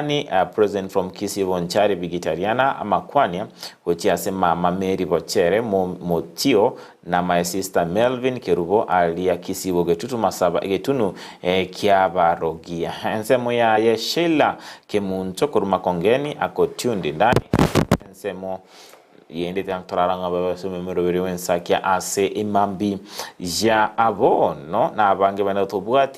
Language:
Gusii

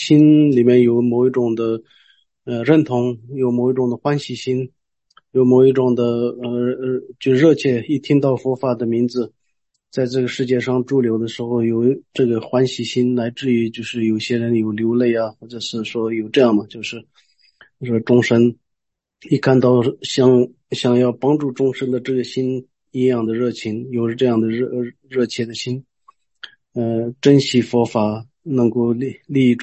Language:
Chinese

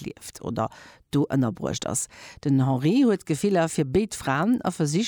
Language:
Luxembourgish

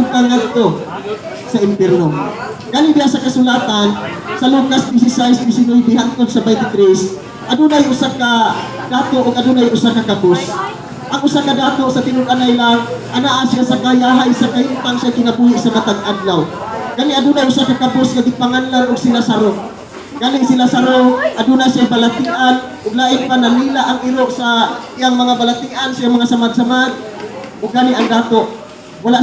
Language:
Cebuano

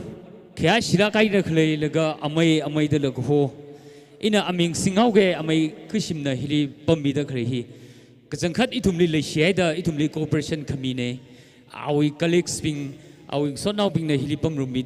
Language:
Tangkhul Naga (India)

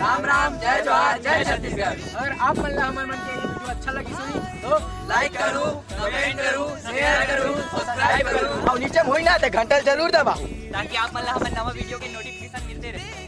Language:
Chhattisgarhi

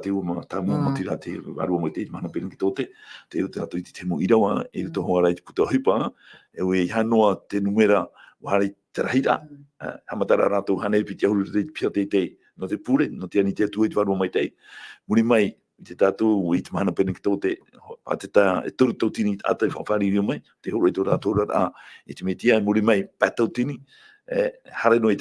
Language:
Tahitian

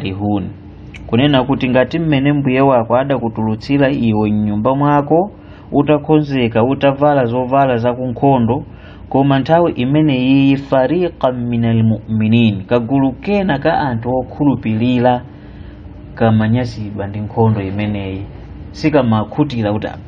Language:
Nyanja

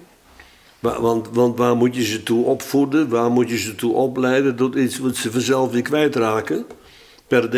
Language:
Dutch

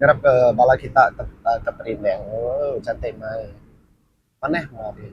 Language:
Iban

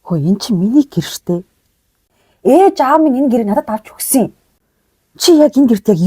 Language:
Mongolian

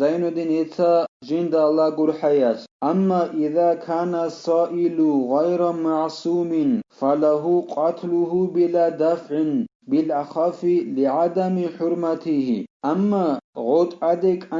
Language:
Avaric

